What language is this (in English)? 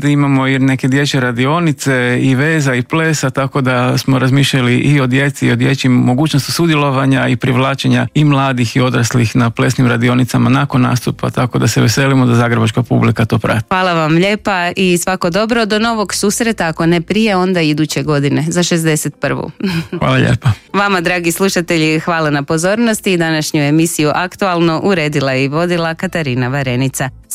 Croatian